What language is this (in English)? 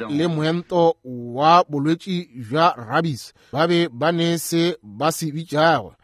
Northern Sotho